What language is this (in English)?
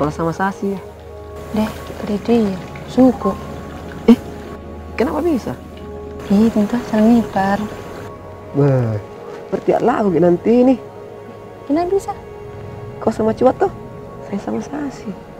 Makassar Malay